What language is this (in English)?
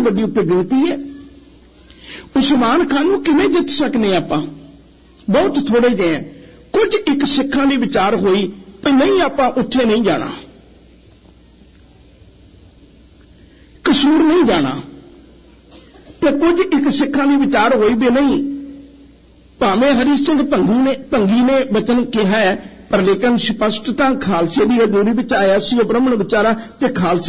Punjabi